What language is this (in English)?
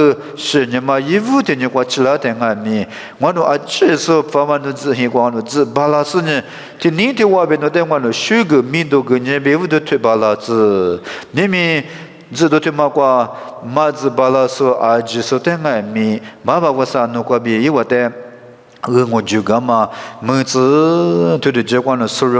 Lisu